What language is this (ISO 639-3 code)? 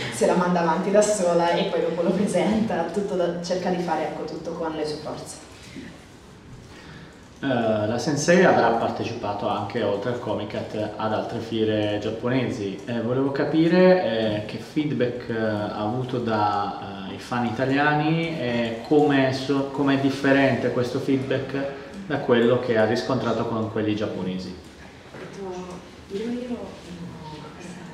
ita